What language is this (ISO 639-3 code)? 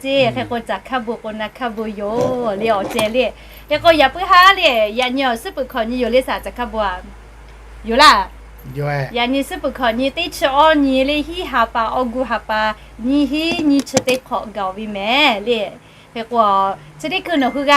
lhu